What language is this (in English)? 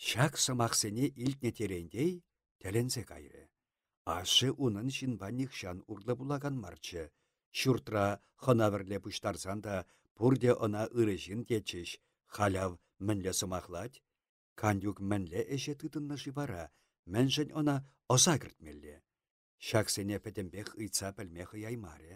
Chuvash